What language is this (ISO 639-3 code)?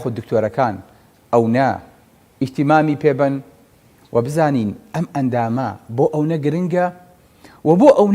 ckb